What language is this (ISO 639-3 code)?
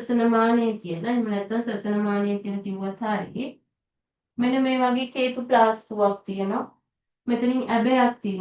sin